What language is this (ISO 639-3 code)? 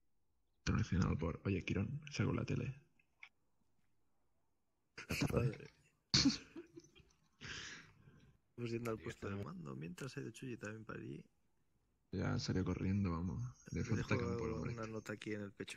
spa